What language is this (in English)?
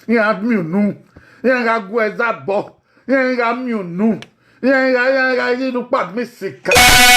Bini